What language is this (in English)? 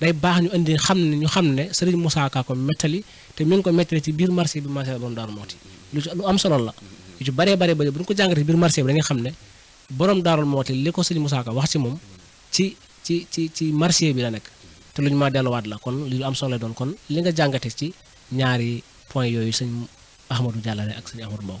Wolof